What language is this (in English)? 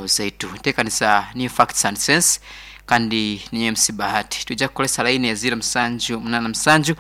Nyankole